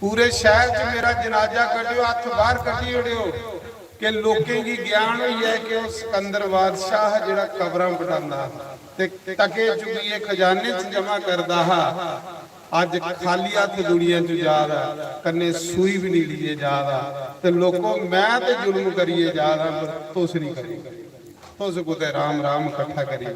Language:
Dogri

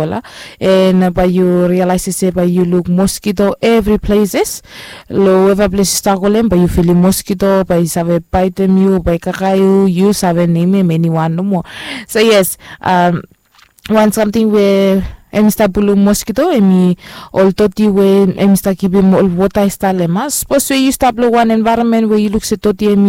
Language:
Bislama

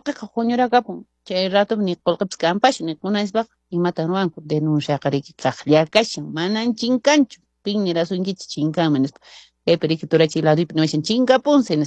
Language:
Quechua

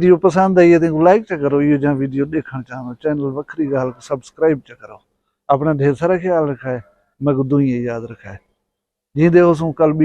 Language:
Saraiki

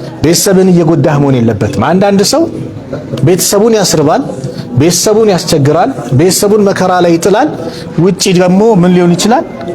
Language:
Amharic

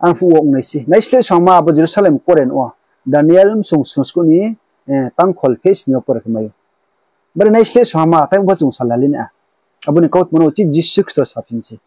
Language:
Riang (India)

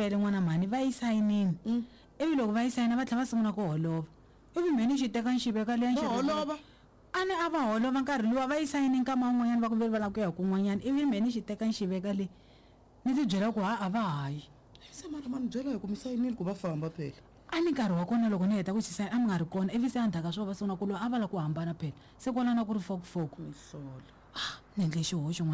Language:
Tsonga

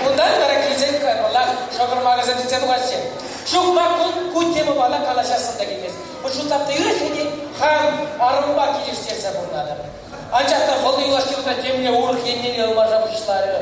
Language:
Chuvash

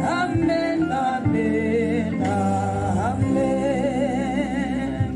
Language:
Tswana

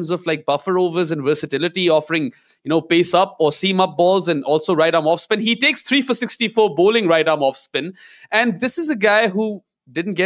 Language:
English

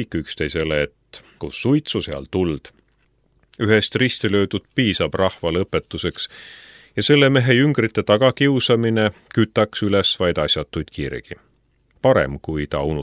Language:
Estonian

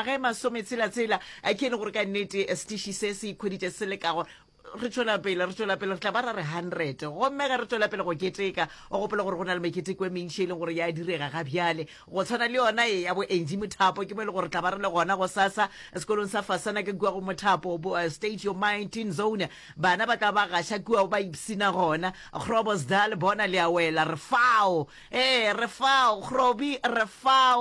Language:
Northern Sotho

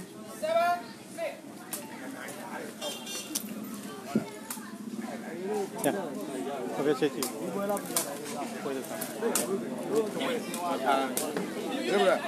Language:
Burmese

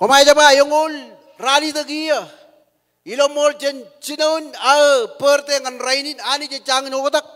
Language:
Marshallese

